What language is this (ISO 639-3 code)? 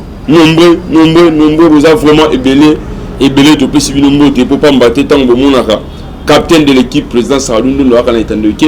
lin